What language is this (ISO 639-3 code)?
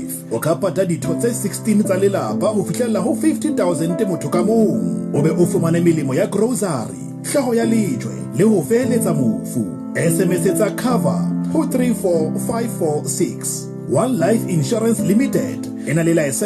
sot